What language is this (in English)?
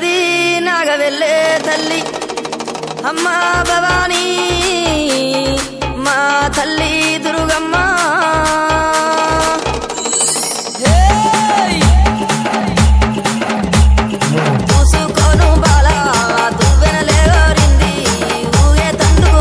Telugu